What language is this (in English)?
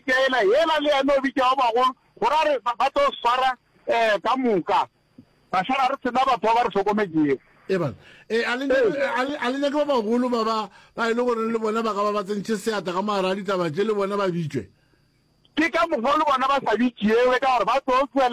Northern Sotho